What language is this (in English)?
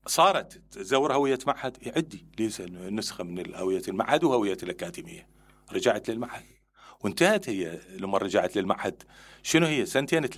Mesopotamian Arabic